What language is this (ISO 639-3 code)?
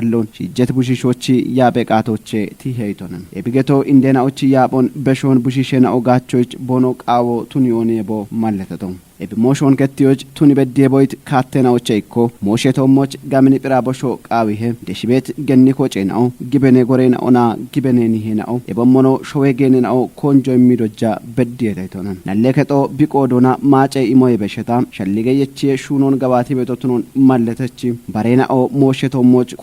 kbr